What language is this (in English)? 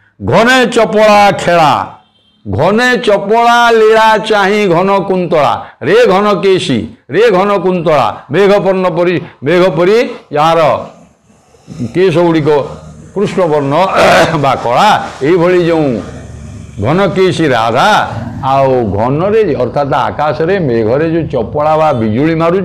Odia